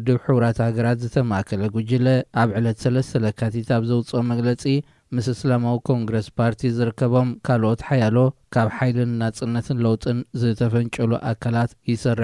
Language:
Tigrinya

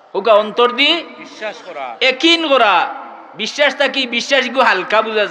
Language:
Sylheti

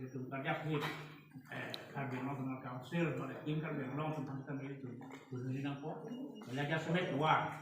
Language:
Karbi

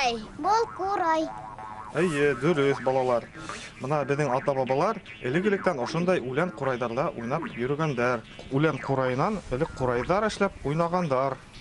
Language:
Bashkir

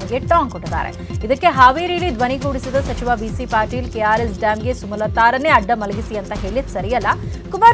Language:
Kannada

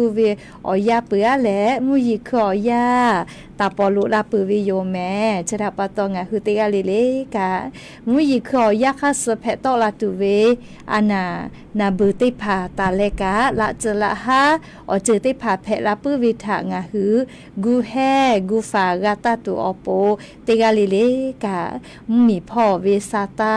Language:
Lahu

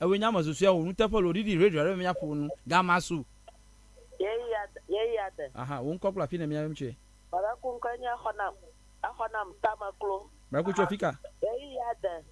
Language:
Ewe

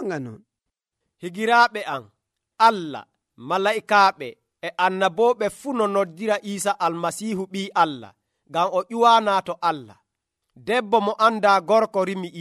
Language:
Nigerian Fulfulde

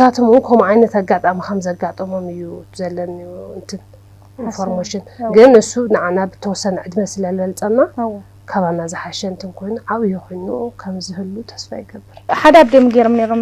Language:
Tigrinya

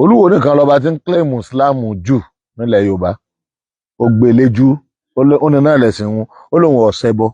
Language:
Yoruba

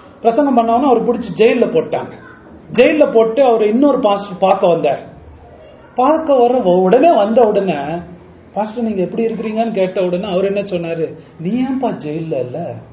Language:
Tamil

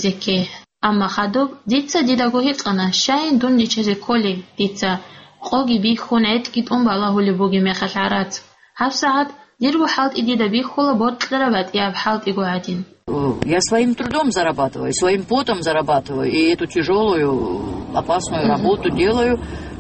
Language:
Avaric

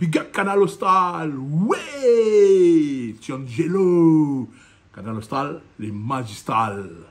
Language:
Réunion Creole French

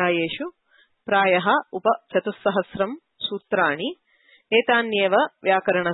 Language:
Sanskrit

